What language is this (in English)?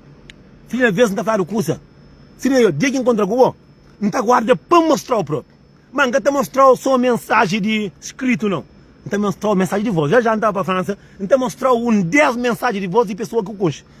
Kabuverdianu